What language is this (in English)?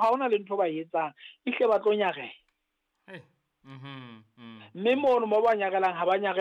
Southern Sotho